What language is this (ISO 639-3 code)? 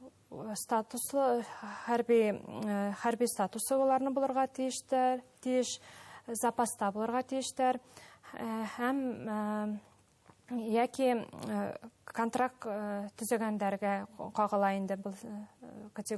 bak